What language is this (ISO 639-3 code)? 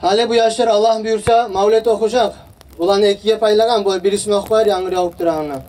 kum